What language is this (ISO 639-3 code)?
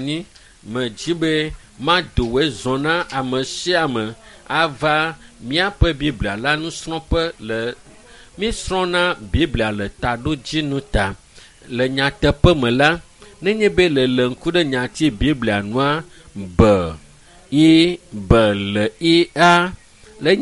ewe